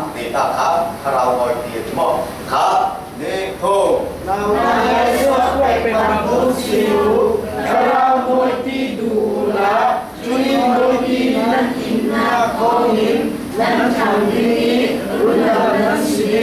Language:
Falam Chin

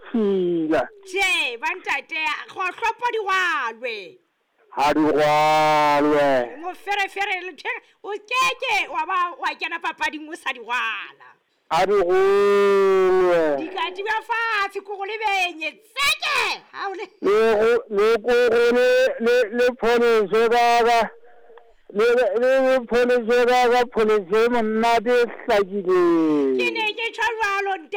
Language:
Southern Sotho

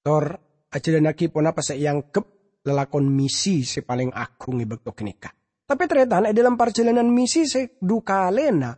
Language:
Madurese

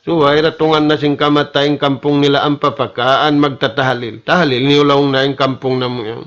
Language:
Tausug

